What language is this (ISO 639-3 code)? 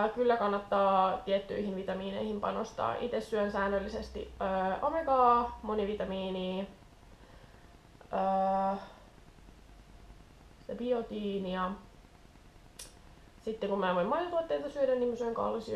fin